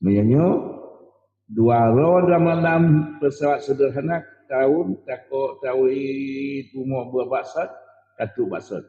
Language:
Achinese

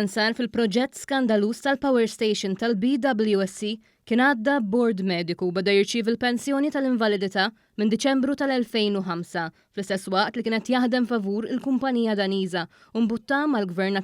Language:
Maltese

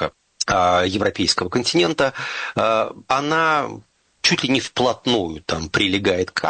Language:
Russian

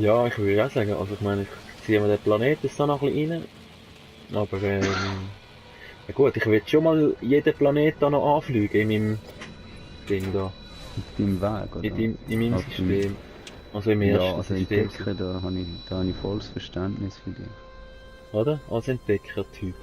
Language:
Swiss German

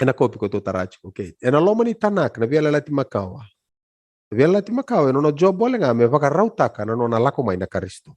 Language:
Fijian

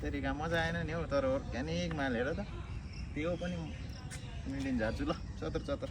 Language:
Nepali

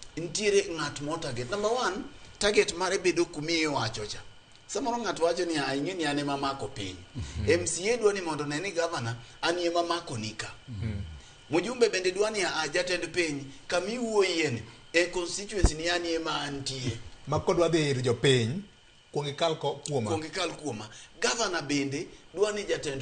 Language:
Luo (Kenya and Tanzania)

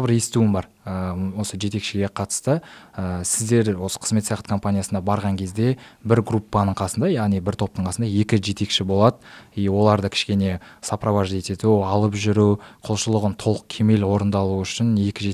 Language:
Kazakh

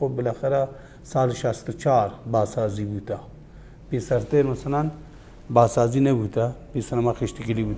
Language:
Baluchi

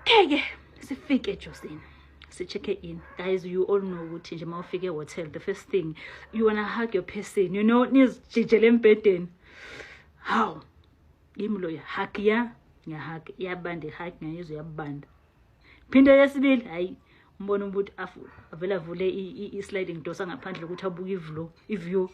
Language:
Zulu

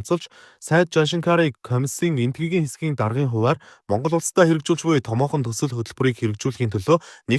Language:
Mongolian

